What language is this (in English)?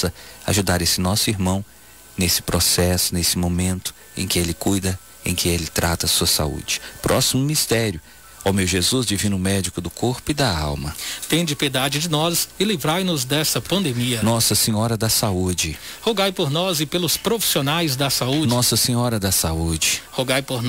Portuguese